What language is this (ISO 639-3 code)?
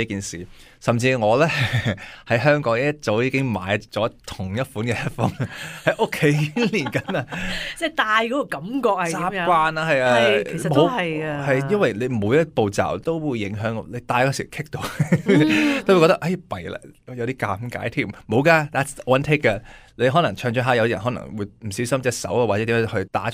yue